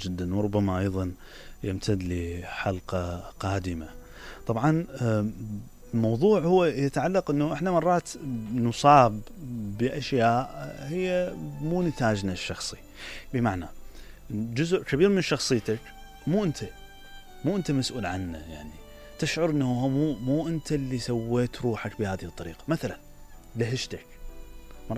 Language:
Mesopotamian Arabic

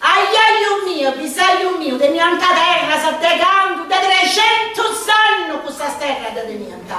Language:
Sardinian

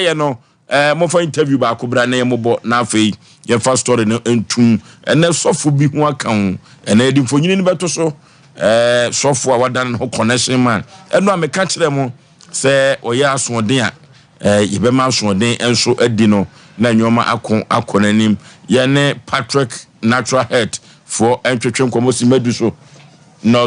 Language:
Akan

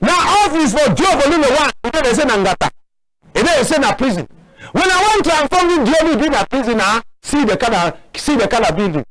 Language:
Cameroon Pidgin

